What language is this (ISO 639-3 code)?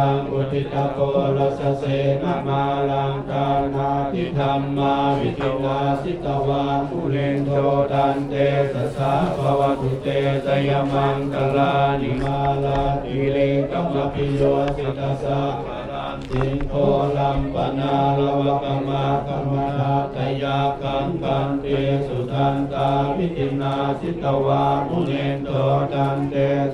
pli